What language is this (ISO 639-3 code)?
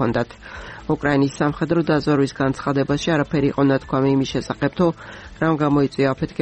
kat